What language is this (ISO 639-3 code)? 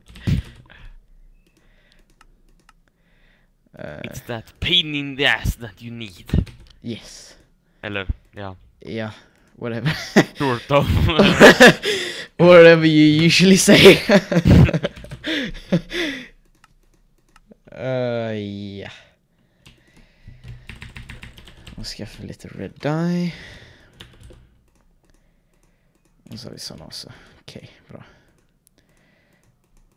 swe